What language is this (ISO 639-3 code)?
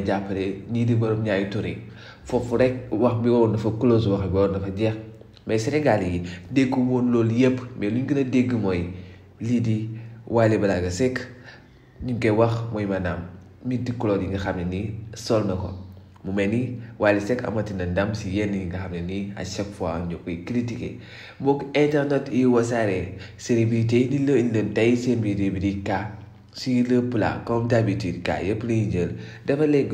wol